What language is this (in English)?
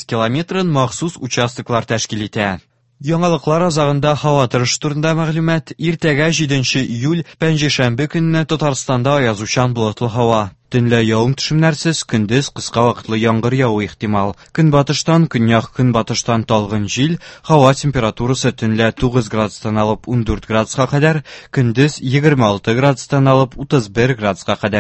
Tatar